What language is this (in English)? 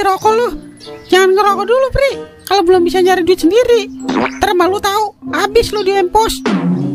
Betawi